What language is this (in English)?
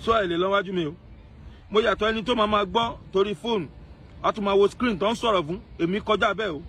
Yoruba